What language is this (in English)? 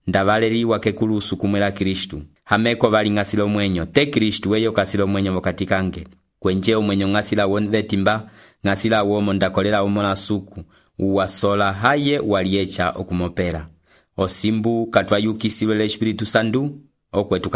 Umbundu